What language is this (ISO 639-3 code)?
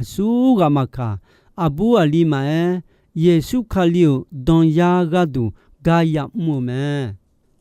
ahk